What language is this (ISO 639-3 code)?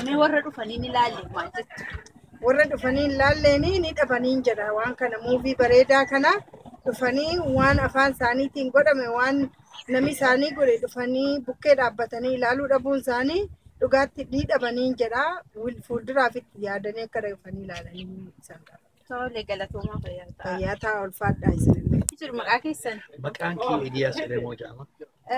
orm